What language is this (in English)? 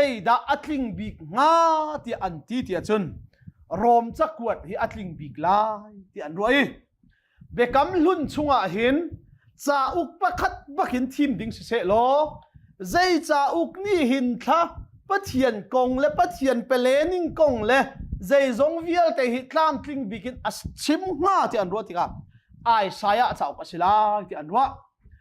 Hakha Chin